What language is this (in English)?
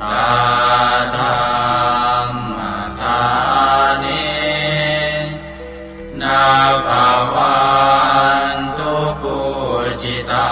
Pali